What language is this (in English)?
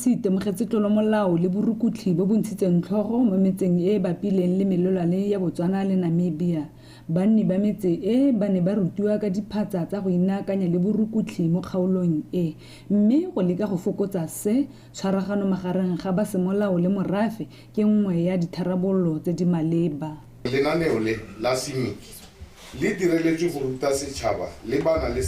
Tswana